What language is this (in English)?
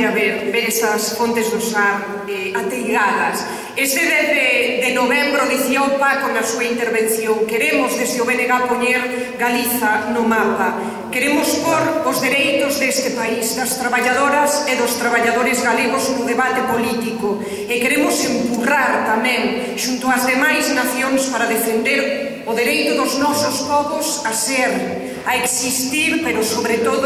Galician